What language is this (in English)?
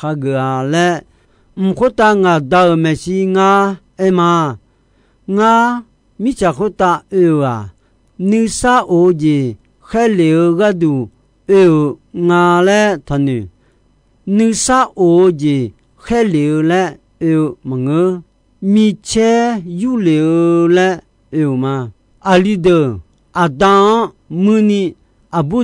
Akha